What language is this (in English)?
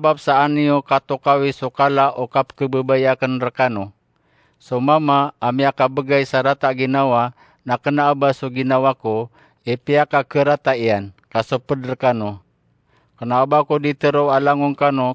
Maranao